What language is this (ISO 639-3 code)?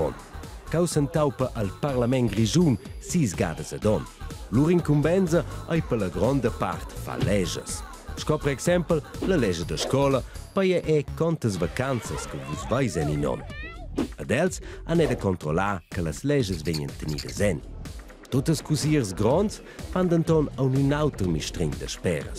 roh